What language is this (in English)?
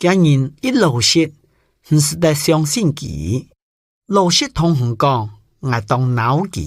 Hakka Chinese